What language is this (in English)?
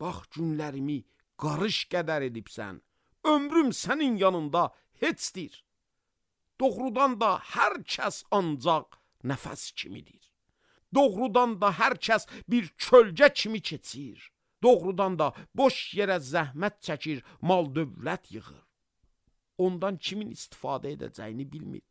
Azerbaijani